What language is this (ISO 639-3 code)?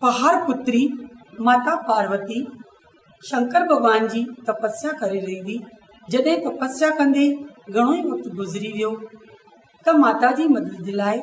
snd